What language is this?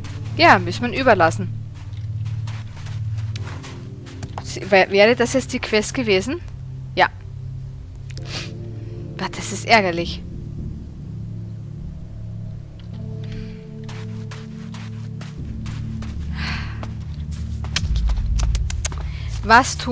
German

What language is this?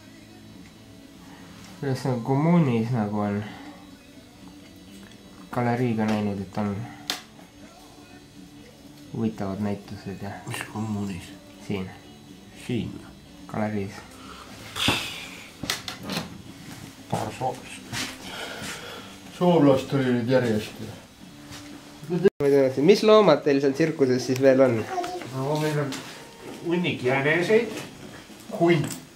Estonian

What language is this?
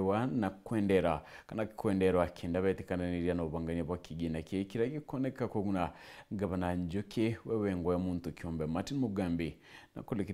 Meru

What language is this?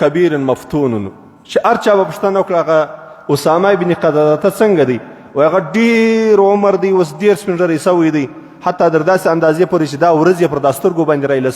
Pashto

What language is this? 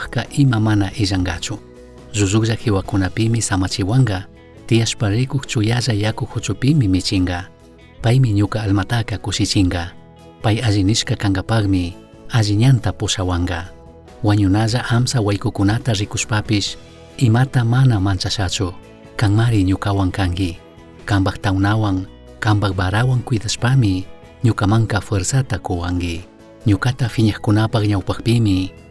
Chimborazo Highland Quichua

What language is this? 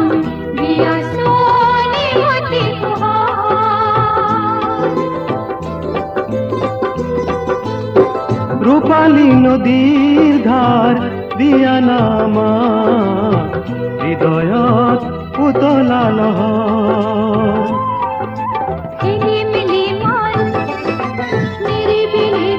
Bangla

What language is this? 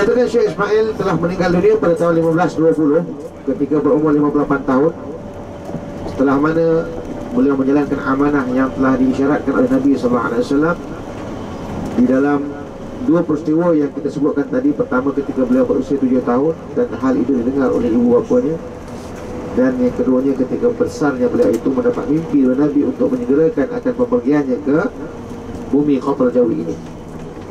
Malay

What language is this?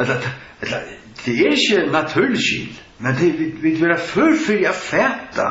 Faroese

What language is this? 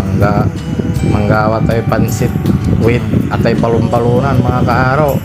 Pangasinan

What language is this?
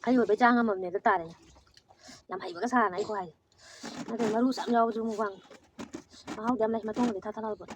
Manipuri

